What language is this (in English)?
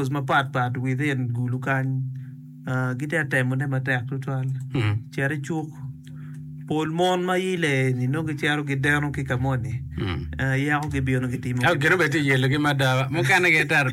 Acoli